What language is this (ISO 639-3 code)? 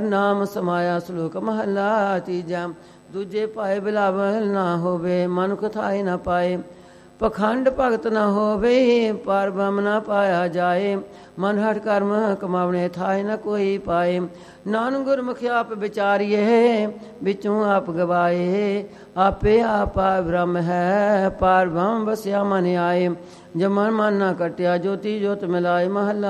pan